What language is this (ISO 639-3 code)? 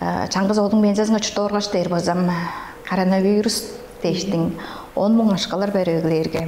tyv